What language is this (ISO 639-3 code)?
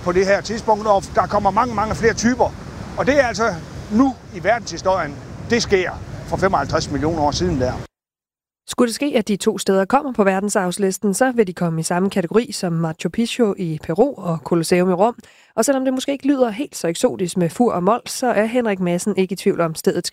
dan